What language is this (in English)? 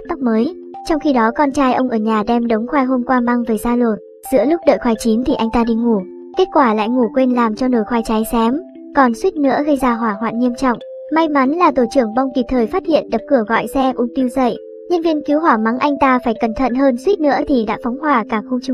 Vietnamese